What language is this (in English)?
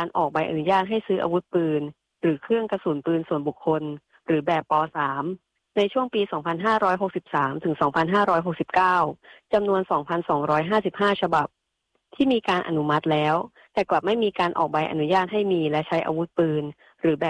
Thai